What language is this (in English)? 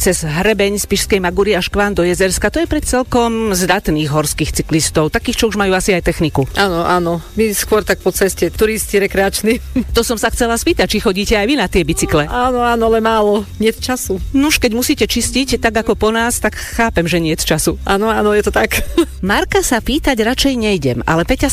Slovak